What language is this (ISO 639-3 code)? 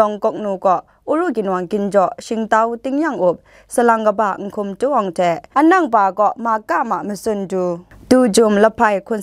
kac